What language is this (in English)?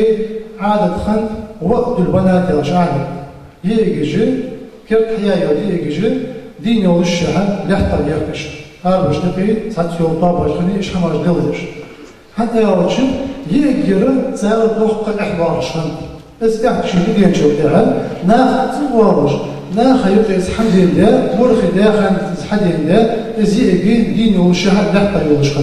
Ingush